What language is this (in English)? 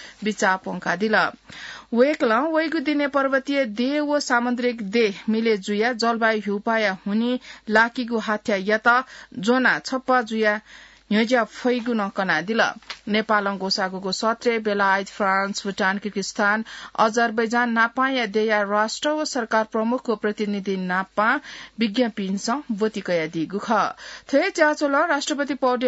Newari